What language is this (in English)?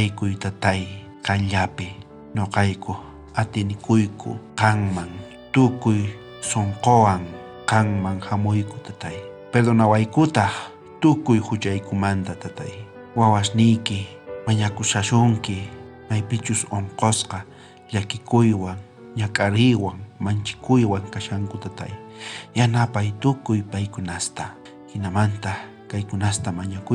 South Bolivian Quechua